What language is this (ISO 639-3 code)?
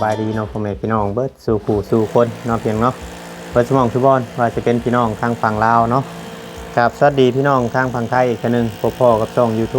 tts